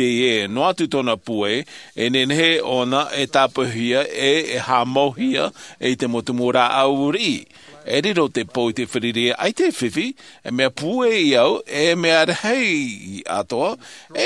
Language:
Tahitian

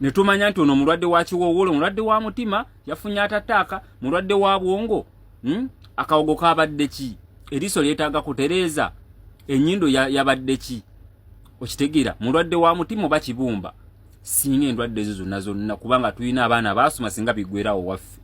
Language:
Ganda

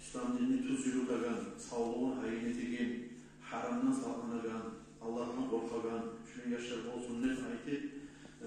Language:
Kumyk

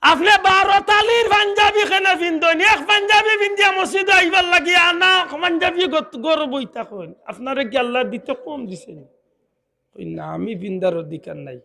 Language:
Sylheti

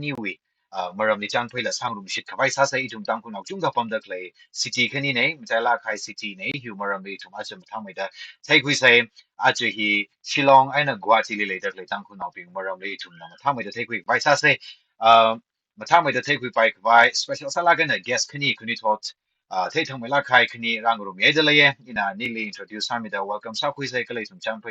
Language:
Tangkhul Naga (India)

